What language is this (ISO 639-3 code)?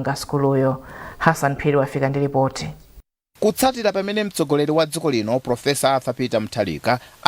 nya